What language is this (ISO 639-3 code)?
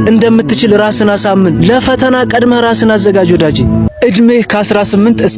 amh